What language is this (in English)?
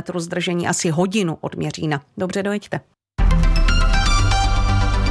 Czech